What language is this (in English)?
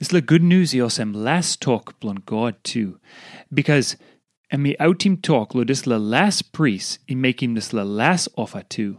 Tok Pisin